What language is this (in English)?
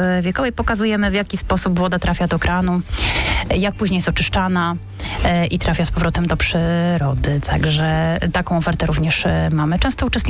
Polish